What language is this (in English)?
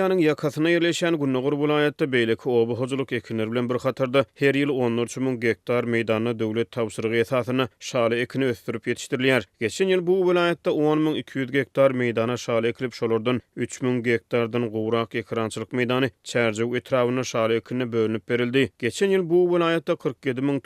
Turkmen